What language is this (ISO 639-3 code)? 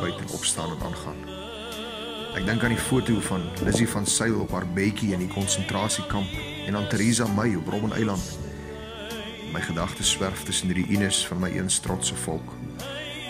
afr